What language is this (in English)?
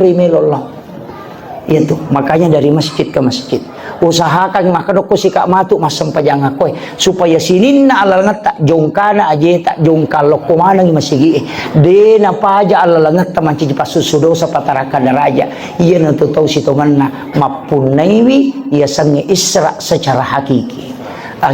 Buginese